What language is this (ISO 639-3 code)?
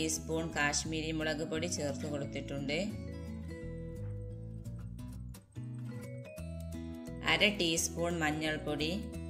mal